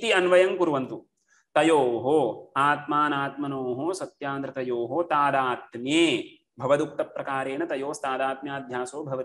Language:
Sanskrit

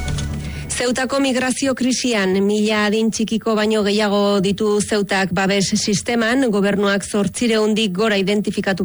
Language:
Basque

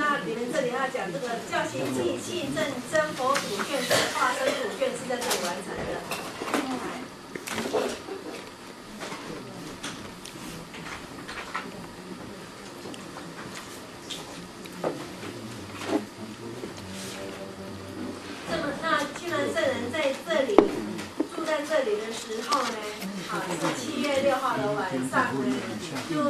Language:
Chinese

